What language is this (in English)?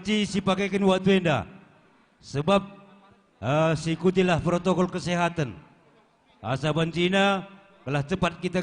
Batak Karo